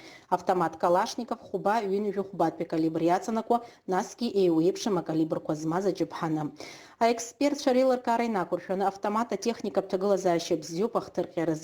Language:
Abkhazian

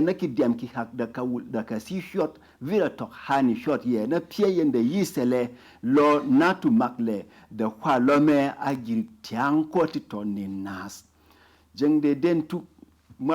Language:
Berom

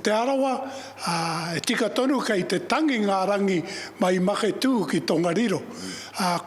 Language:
Māori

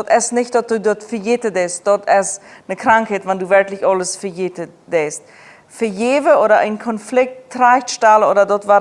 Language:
Plautdietsch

